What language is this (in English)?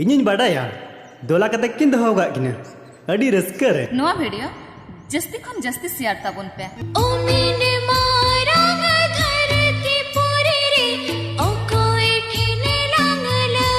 Santali